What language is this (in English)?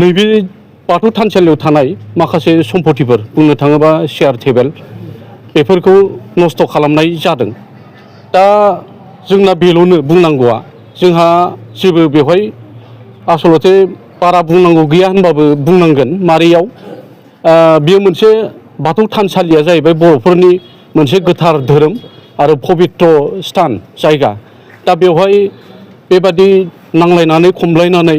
Bodo